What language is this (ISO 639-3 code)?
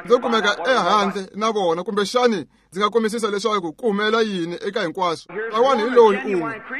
tso